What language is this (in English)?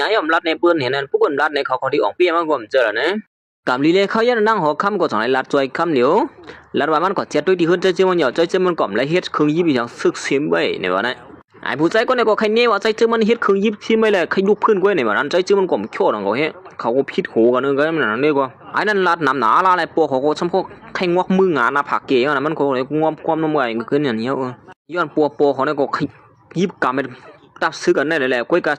Shan